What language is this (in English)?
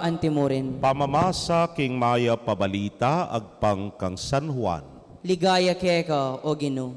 Pampanga